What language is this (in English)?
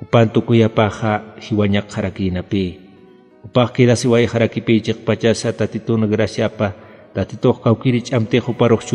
Aymara